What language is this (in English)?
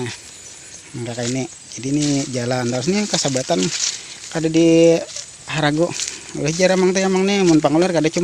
Banjar